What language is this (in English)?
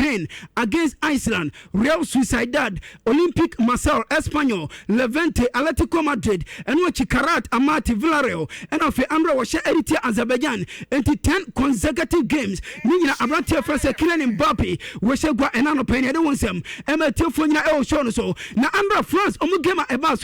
Akan